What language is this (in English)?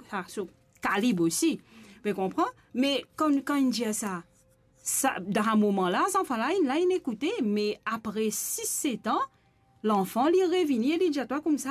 Morisyen